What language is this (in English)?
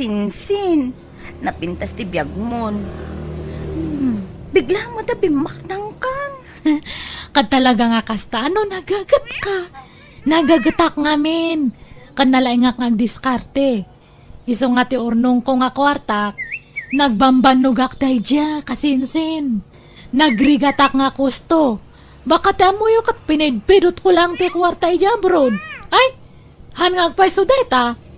Iloko